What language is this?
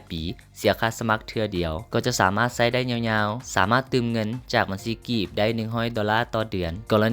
Lao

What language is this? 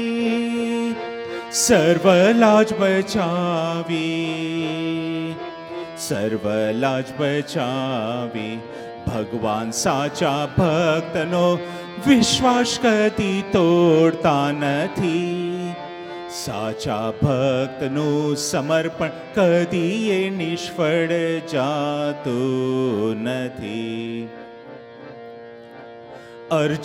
Gujarati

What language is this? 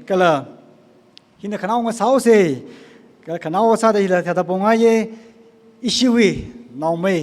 Tangkhul Naga (India)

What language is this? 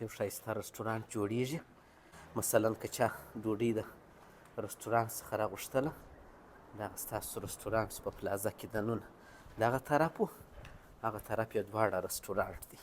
Pashto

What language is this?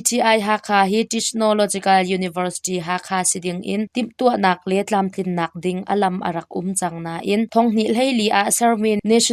Hakha Chin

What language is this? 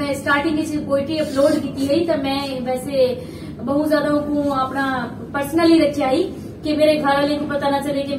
Saraiki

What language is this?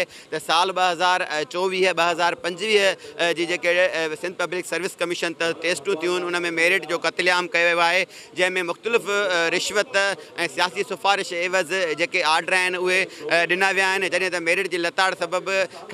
Sindhi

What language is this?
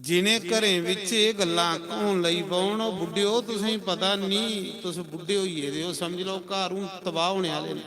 Dogri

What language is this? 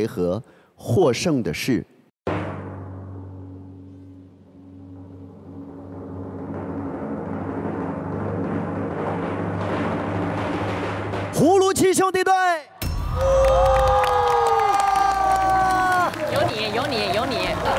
Chinese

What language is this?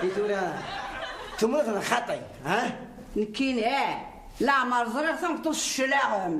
Kabyle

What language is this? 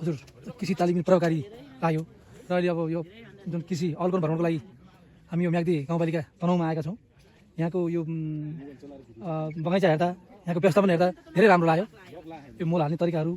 Nepali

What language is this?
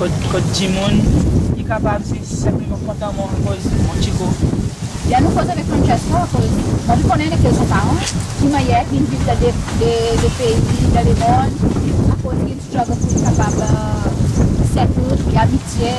Seselwa Creole French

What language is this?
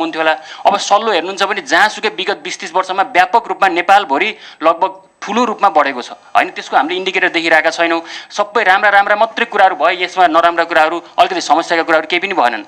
Nepali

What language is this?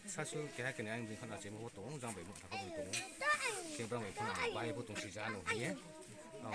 Kok Borok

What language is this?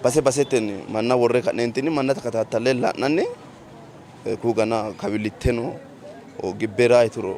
Sidamo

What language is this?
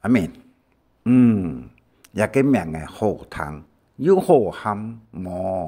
Hakka Chinese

